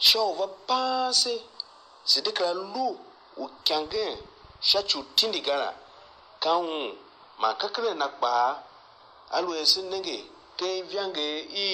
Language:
Tiv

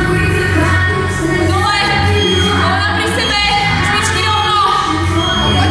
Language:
Slovak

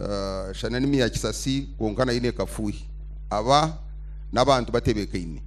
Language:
Nyankole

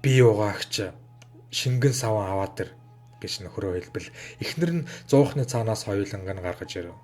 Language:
Mongolian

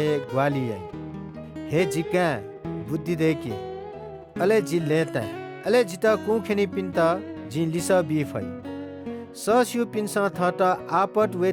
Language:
Newari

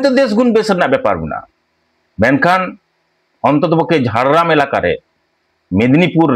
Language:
Santali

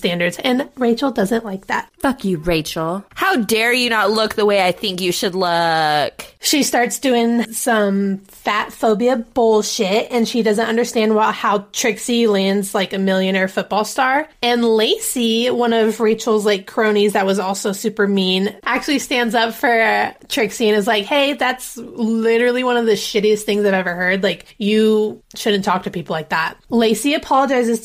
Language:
English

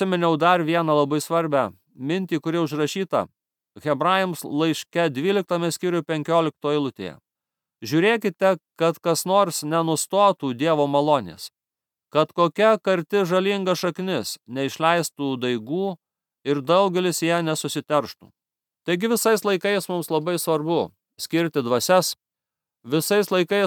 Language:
Lithuanian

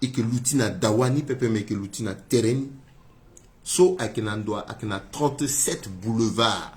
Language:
Sango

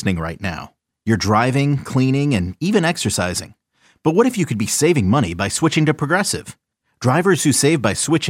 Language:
English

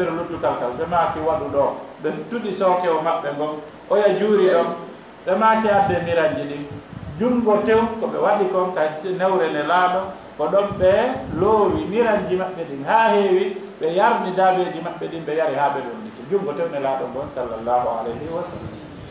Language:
Fula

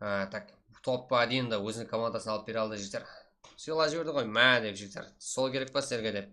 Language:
Kara-Kalpak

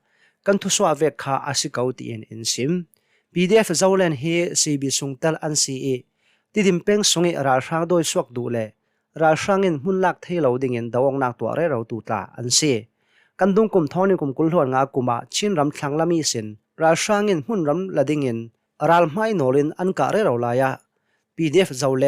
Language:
Hakha Chin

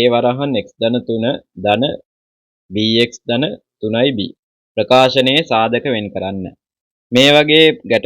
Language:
Sinhala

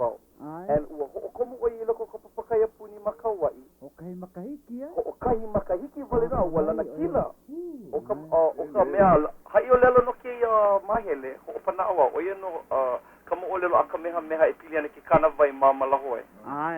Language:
Hawaiian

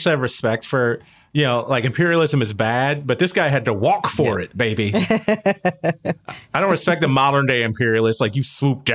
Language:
English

